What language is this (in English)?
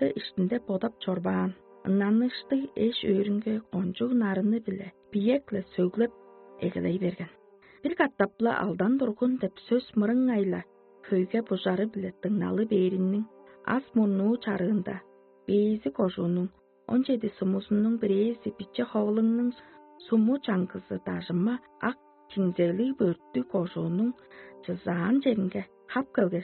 Tuvinian